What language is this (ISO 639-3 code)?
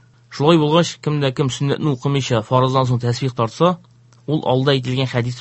tat